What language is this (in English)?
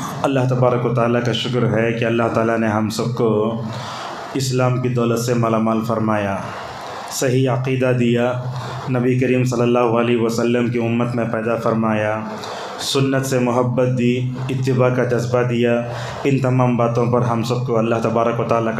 Urdu